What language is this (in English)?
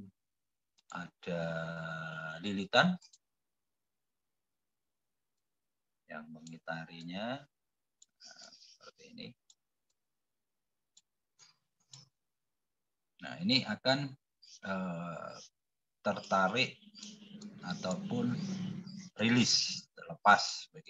Indonesian